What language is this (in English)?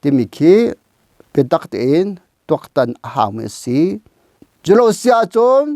Hakha Chin